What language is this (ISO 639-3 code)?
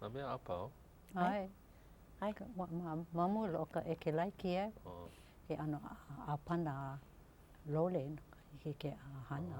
haw